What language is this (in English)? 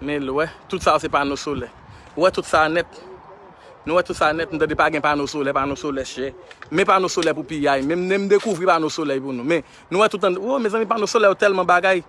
Haitian Creole